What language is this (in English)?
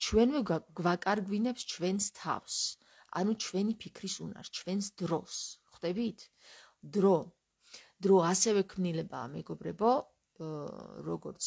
Georgian